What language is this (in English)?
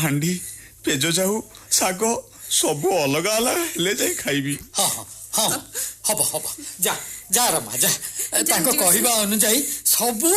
Odia